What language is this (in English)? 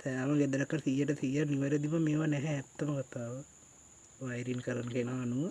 Sinhala